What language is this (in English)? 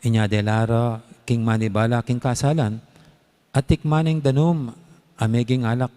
Pampanga